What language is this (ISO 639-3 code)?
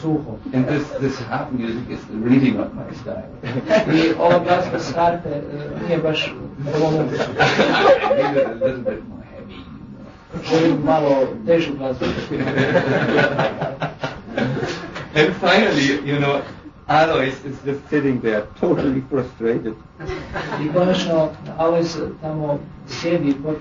hrv